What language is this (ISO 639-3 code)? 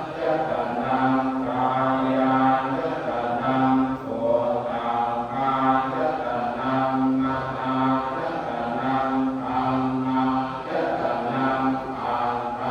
pli